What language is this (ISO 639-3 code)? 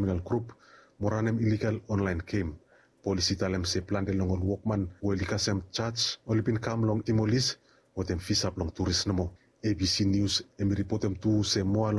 bis